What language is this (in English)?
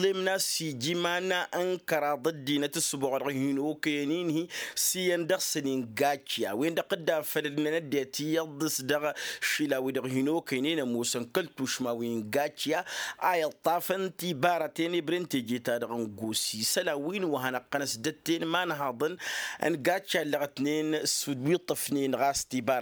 Tamasheq